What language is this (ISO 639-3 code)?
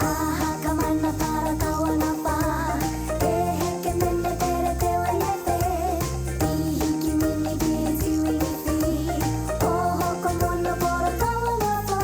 mri